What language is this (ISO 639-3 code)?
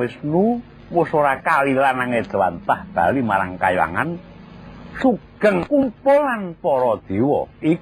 jav